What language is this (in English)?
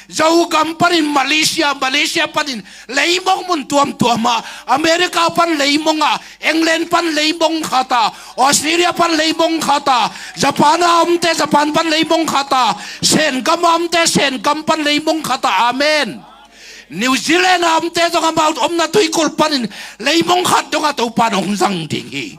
Tedim Chin